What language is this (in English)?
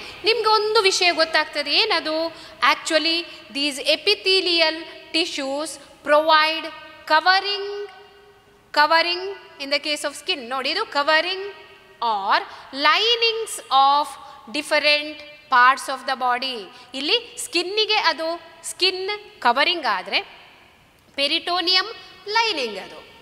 Kannada